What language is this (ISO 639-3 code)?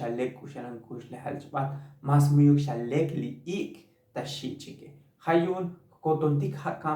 tzo